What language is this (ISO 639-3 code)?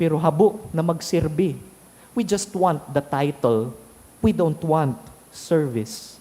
bik